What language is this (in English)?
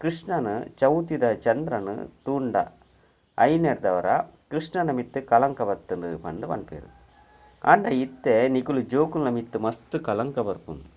Tulu